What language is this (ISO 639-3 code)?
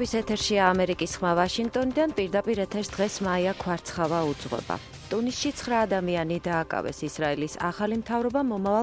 kat